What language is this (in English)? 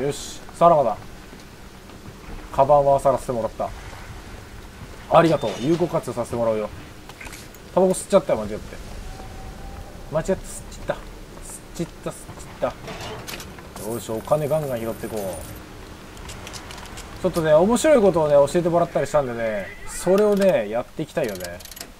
Japanese